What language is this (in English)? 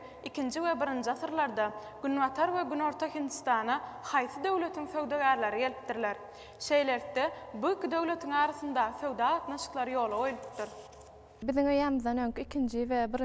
Turkmen